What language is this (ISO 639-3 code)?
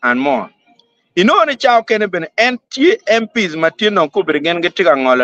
ach